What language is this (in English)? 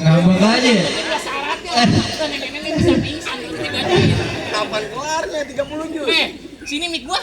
Betawi